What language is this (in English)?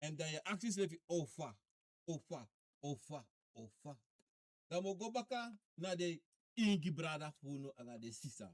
Sranan Tongo